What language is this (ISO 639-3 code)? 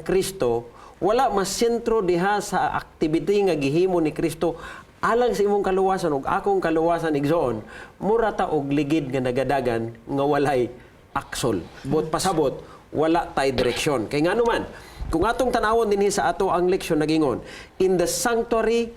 ceb